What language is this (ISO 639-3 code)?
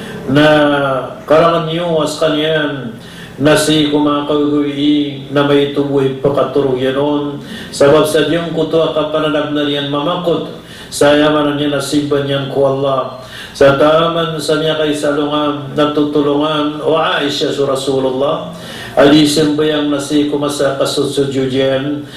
mrw